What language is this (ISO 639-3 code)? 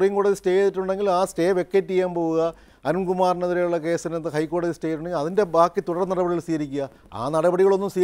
mal